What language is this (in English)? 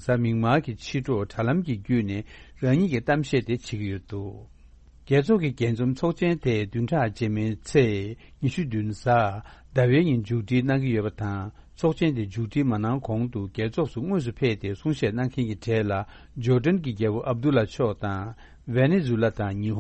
Tibetan